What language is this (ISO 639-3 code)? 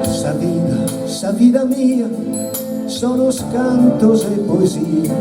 srd